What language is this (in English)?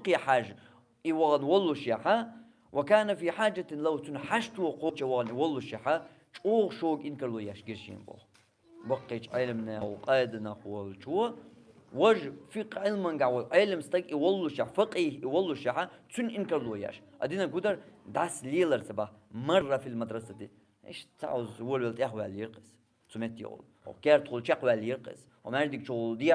Chechen